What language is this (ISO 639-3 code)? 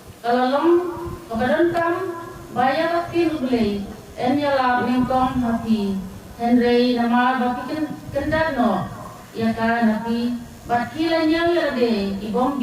kha